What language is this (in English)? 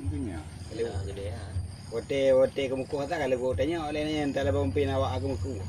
Achinese